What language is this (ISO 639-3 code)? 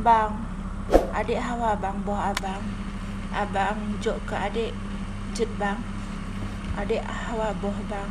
ace